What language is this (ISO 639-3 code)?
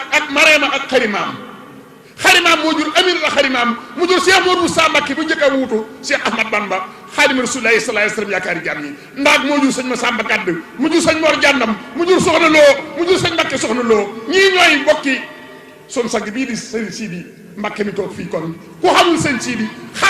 wol